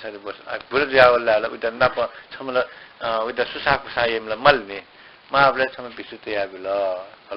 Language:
Newari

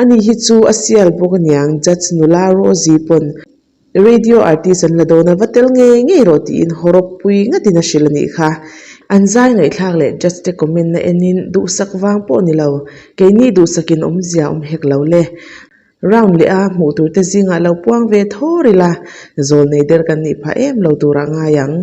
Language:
Mizo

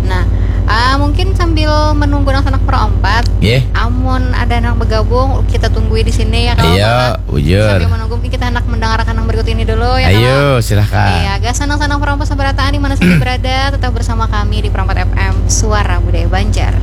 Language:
Banjar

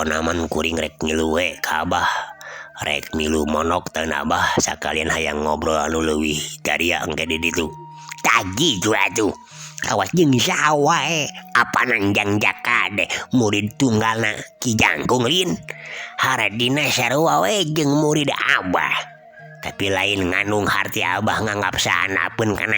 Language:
Sundanese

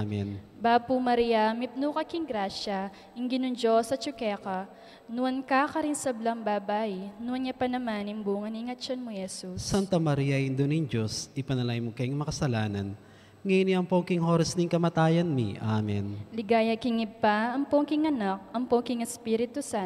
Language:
Pampanga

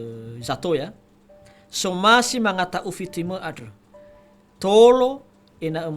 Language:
Nias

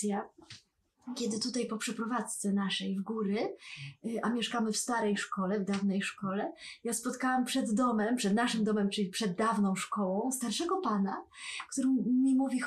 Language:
Polish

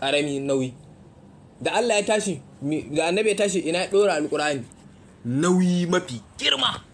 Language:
Hausa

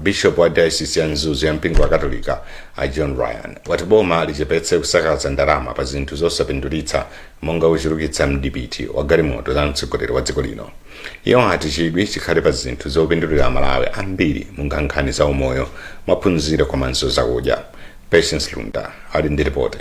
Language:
Nyanja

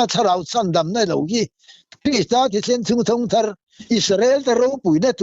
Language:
Mizo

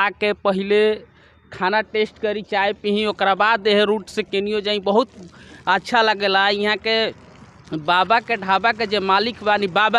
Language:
Bhojpuri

